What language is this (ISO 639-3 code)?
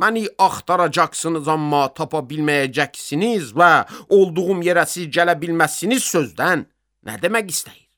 aze